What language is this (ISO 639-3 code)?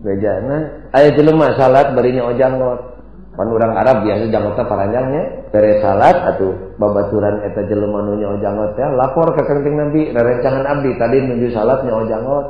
sun